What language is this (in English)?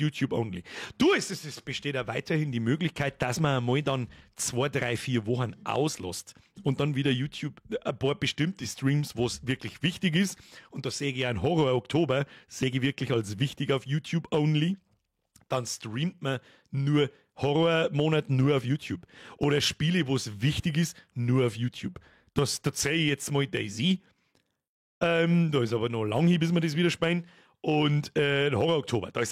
Bavarian